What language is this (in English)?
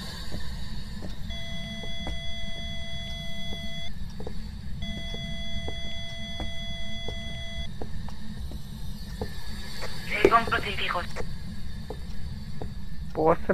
Spanish